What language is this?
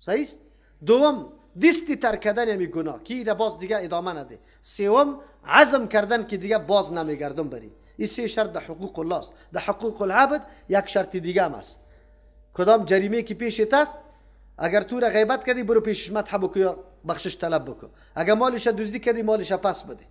Persian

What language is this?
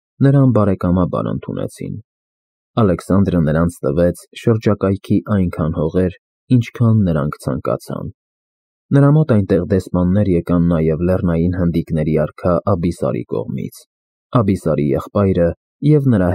Armenian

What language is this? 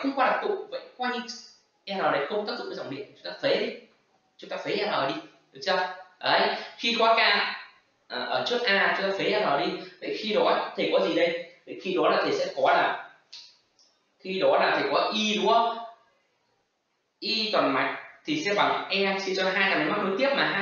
Vietnamese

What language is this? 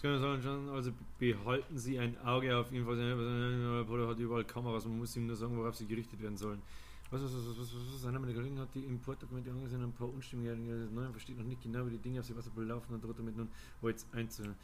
Bavarian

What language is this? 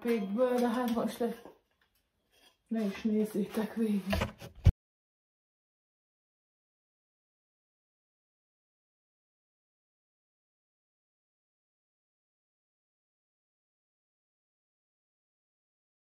Hungarian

